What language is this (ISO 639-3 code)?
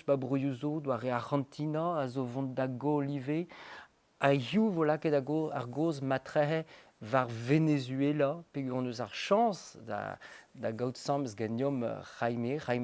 bre